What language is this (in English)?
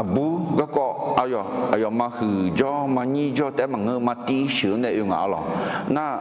Akha